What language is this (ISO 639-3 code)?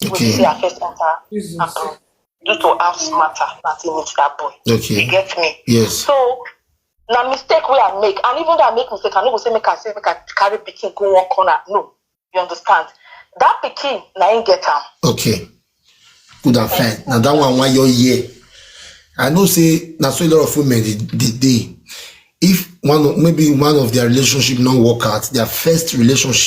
pcm